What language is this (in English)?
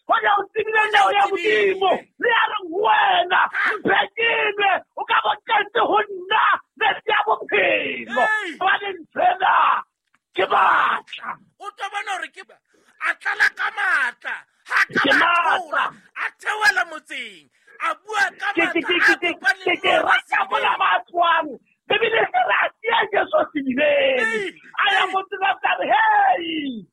Southern Sotho